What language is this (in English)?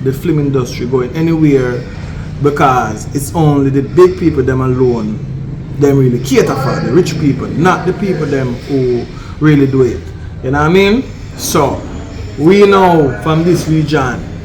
Jamaican Creole English